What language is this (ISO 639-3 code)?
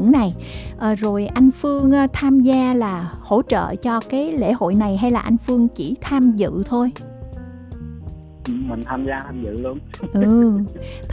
vie